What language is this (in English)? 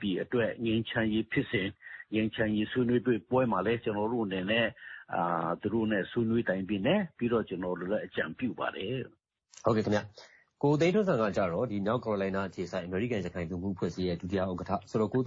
Burmese